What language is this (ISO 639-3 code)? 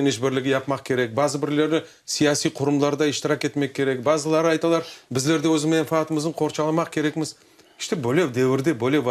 crh